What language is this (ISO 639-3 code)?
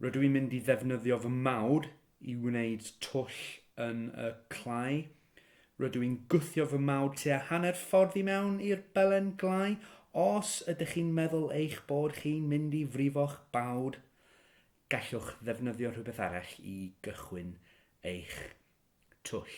cym